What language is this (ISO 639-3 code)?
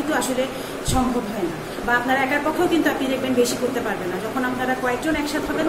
ben